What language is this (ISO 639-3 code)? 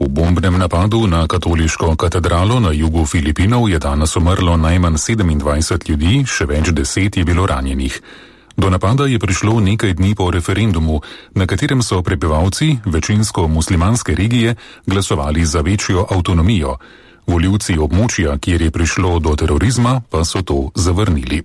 slv